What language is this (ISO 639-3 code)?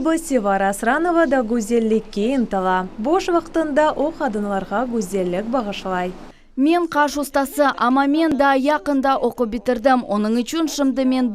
crh